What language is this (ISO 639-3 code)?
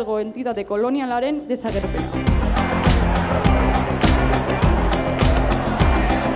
eus